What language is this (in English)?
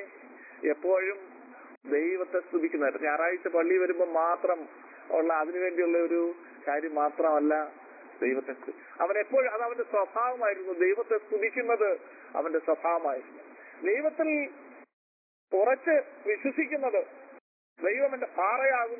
Malayalam